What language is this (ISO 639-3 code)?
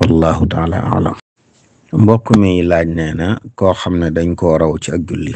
wol